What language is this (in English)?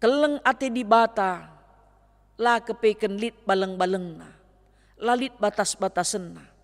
Batak Karo